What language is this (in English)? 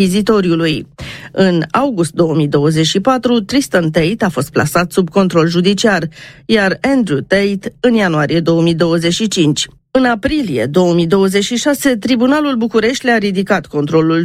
Romanian